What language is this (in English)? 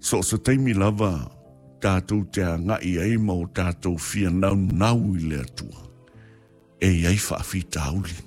Samoan